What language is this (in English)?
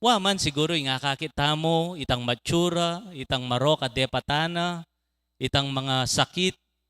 Pampanga